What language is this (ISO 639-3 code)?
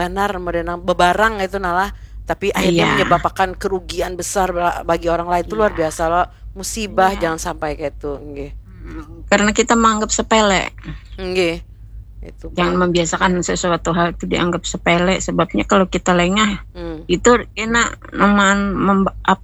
bjn